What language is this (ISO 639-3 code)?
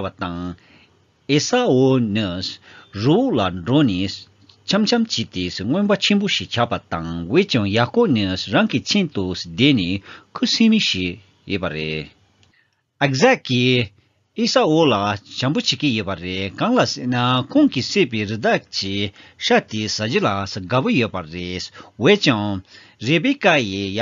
bod